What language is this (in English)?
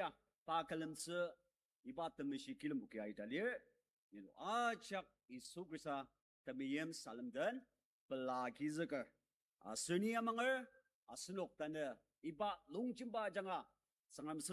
Ao Naga